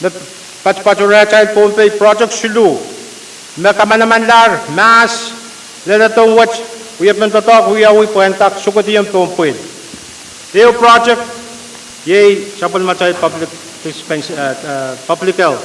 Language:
Pohnpeian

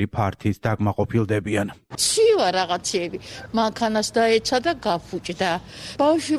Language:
Georgian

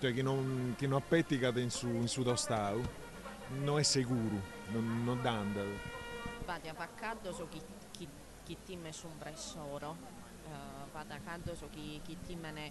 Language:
Sardinian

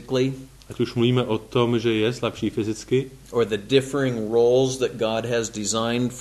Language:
Czech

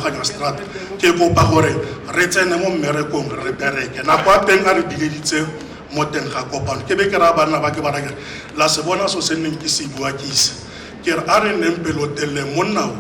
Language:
Tswana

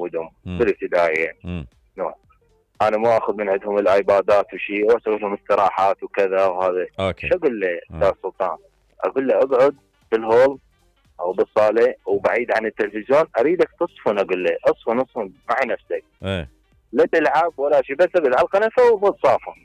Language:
Mesopotamian Arabic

